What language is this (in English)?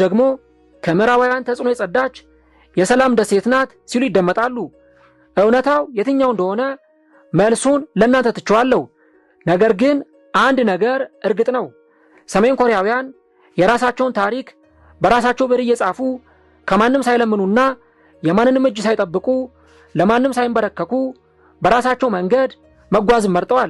Amharic